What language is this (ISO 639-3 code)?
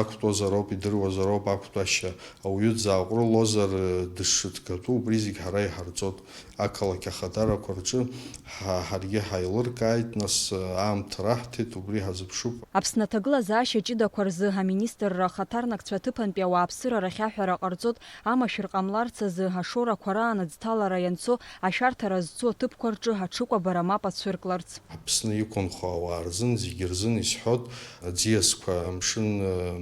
abk